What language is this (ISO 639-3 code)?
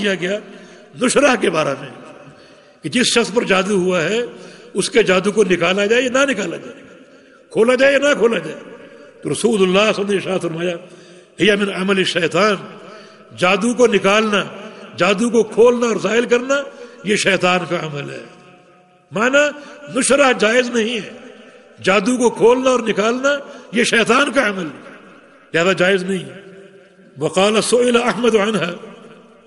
urd